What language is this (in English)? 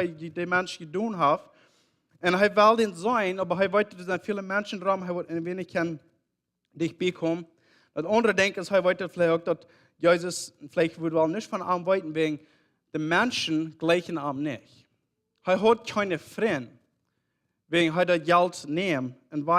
Plautdietsch